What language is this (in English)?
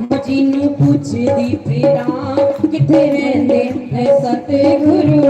Dogri